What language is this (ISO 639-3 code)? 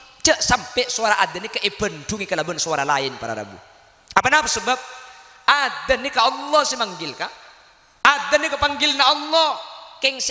mad